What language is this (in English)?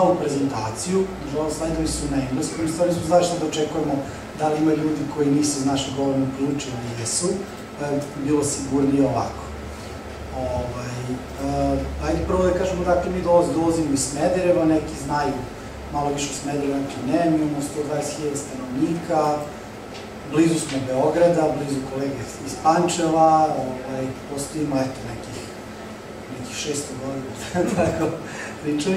Serbian